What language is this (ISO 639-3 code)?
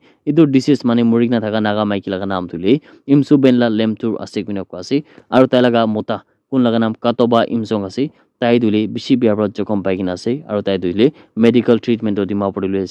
nag